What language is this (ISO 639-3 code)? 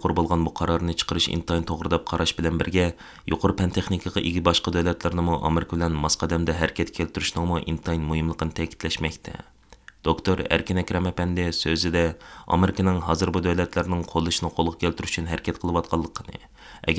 uig